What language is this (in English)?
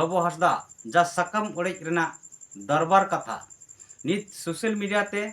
Santali